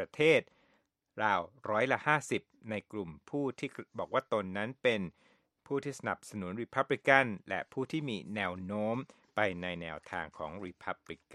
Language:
Thai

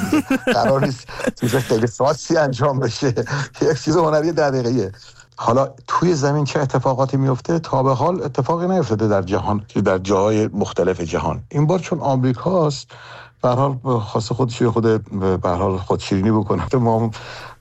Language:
Persian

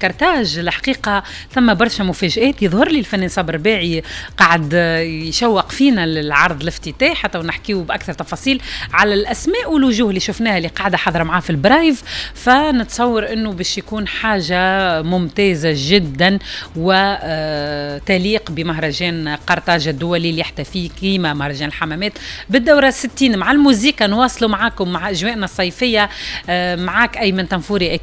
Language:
Tunisian Arabic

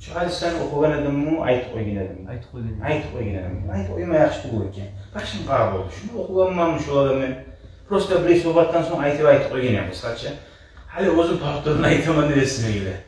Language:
Kumyk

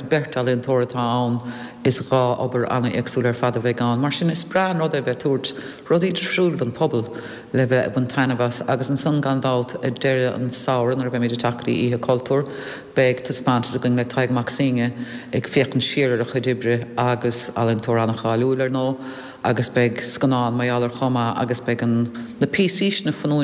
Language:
Irish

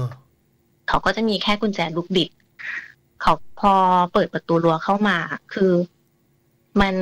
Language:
Thai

